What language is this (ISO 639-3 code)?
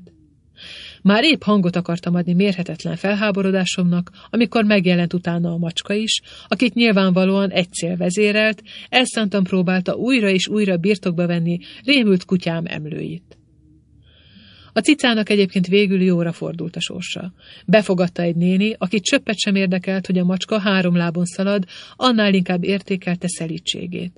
hun